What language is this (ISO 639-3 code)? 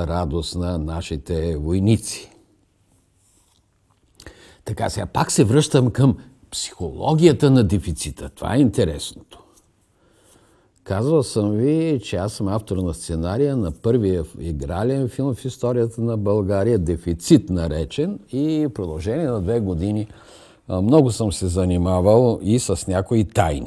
bul